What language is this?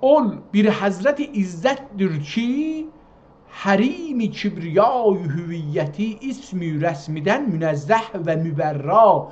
South Azerbaijani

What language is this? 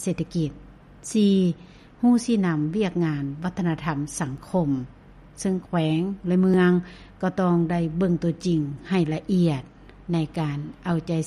Lao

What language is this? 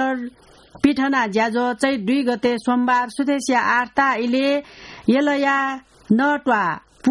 Newari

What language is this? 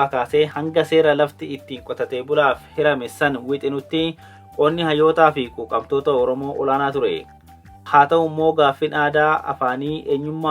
Oromo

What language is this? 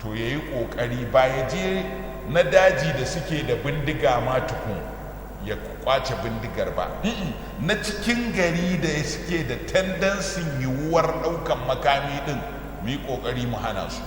Hausa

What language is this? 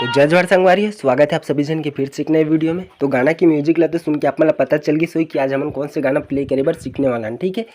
Chhattisgarhi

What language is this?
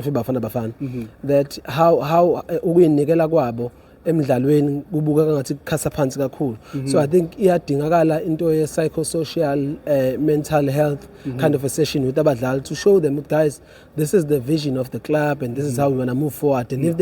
Zulu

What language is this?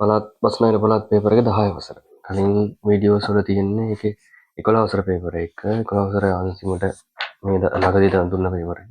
Sinhala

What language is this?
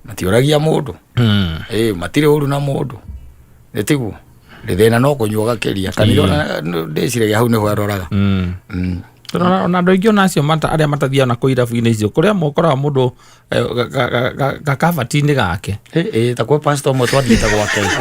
Kikuyu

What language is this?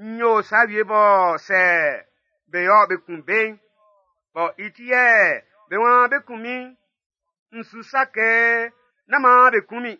Baoulé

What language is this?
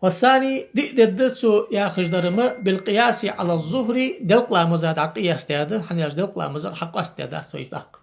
Ingush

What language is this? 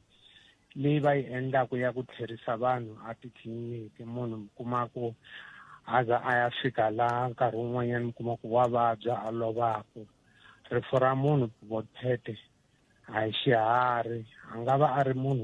Tsonga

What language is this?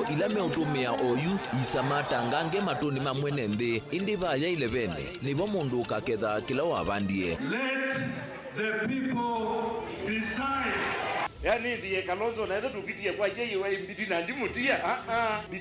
Kamba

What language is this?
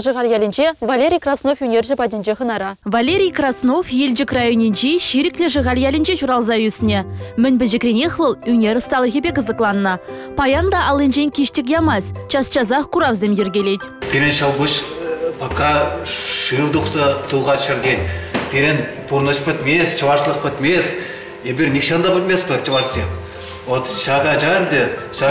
Chuvash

